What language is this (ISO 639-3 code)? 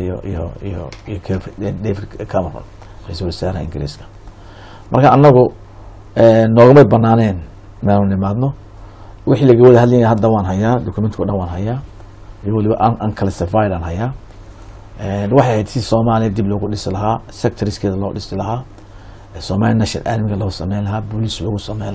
som